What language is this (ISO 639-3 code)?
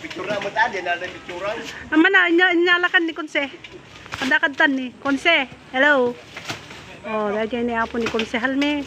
ilo